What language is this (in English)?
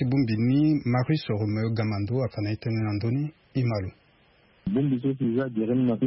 Sango